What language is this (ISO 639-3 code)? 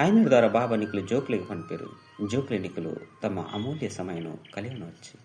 tcy